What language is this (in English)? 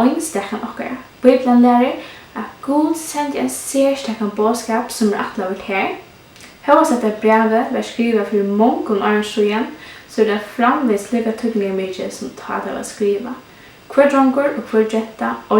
Faroese